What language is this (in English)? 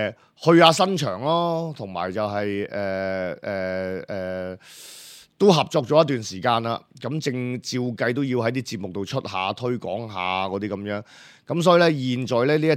Cantonese